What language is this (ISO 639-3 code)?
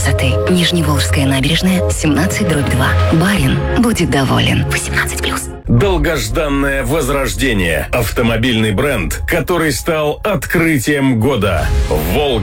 rus